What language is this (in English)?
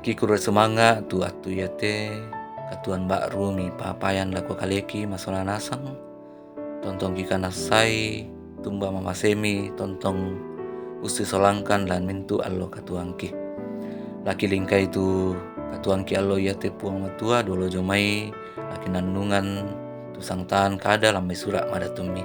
Toraja-Sa'dan